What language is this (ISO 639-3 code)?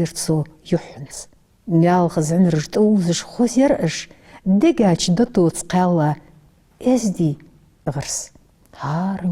inh